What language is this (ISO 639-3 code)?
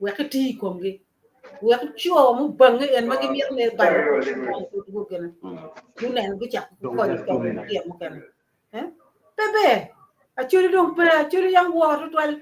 ach